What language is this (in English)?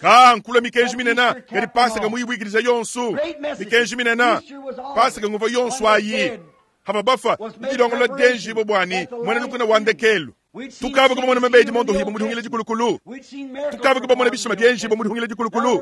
Luba-Lulua